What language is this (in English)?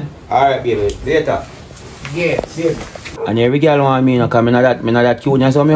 Jamaican Creole English